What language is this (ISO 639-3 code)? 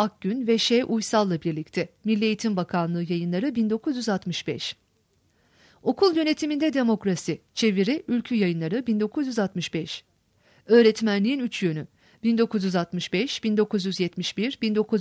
tur